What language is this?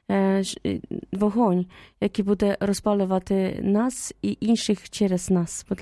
Ukrainian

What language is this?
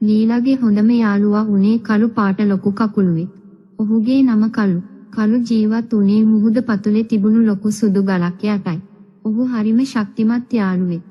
Sinhala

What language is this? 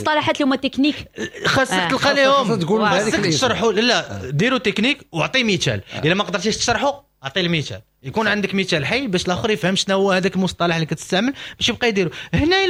Moroccan Arabic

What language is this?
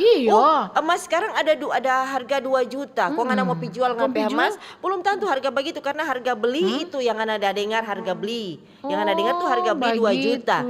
Manado Malay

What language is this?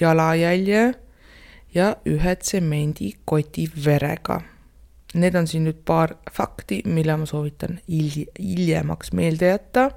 Estonian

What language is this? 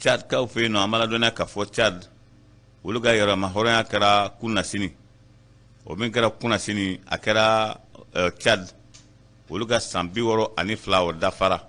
Bambara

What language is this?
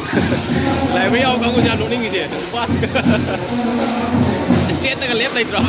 Manipuri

